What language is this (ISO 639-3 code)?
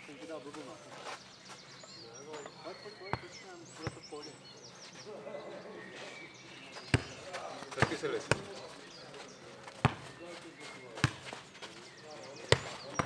ces